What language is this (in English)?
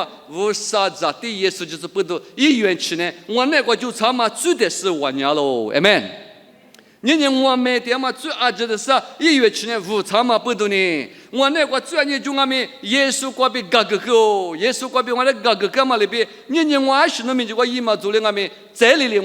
Lisu